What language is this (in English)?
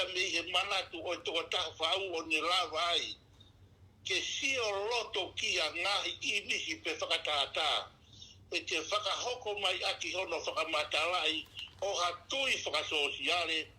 Tongan